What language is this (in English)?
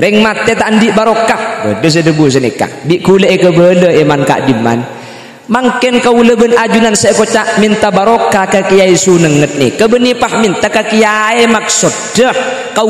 Madurese